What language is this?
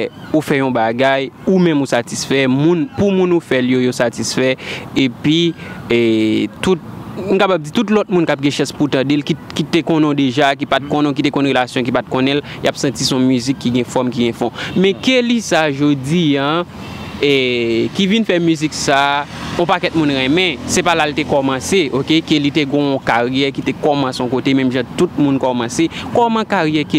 Haitian Creole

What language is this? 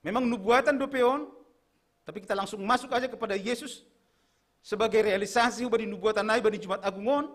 Batak Simalungun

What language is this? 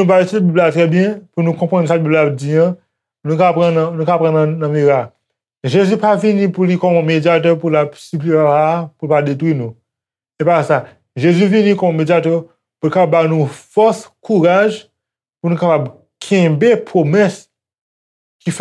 Haitian Creole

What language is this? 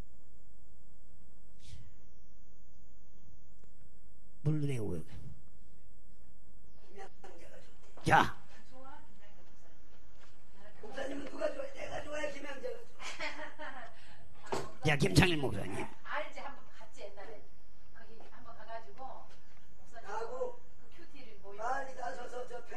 Korean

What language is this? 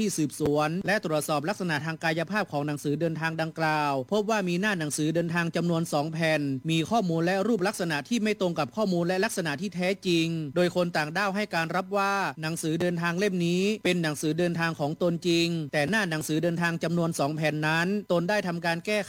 Thai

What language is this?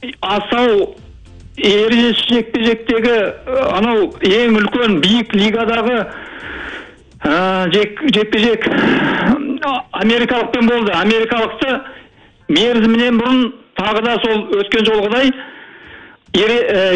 Kazakh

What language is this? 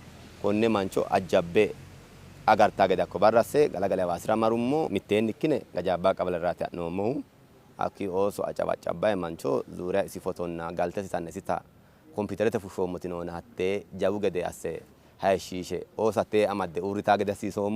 Sidamo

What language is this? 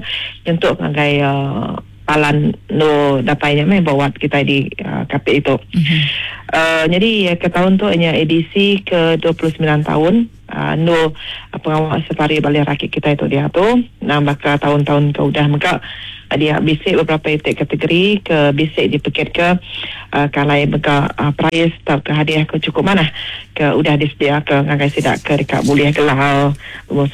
Iban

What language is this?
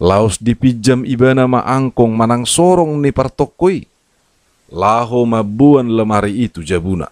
Batak Toba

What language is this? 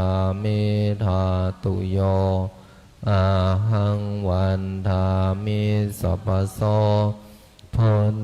Pali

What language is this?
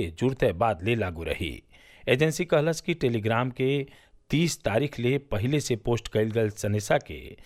Bhojpuri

